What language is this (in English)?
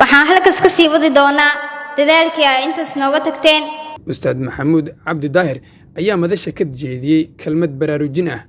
Somali